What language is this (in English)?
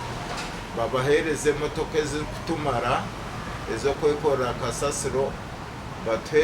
Nyankole